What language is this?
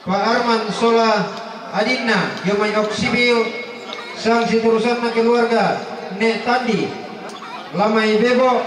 Toraja-Sa'dan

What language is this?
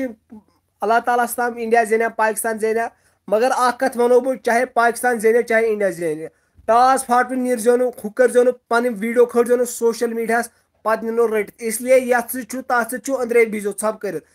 Kashmiri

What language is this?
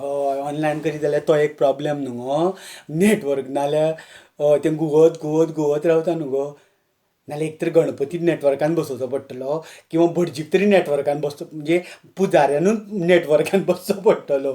Konkani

